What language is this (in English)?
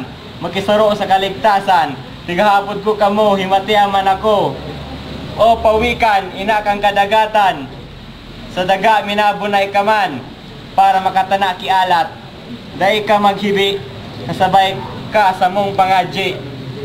Bikol